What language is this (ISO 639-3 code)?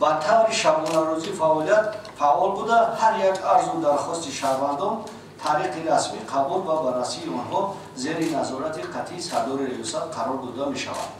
tgk